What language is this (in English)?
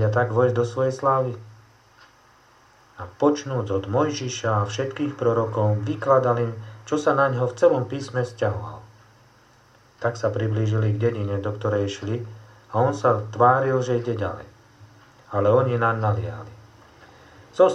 Slovak